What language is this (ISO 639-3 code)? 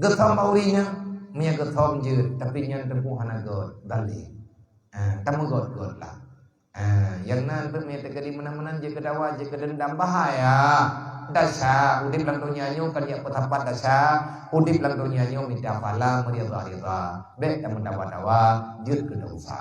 ace